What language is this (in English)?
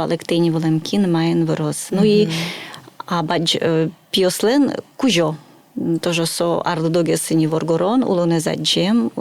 Udmurt